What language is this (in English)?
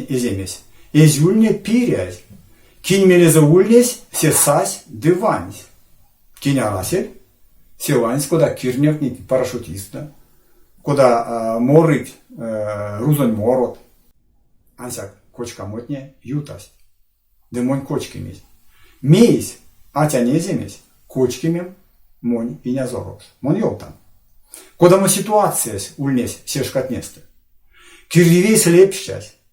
Erzya